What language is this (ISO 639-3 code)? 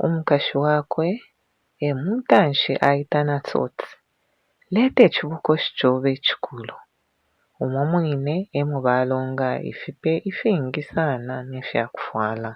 bem